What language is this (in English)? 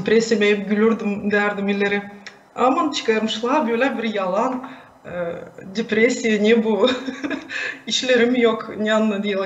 Gagauz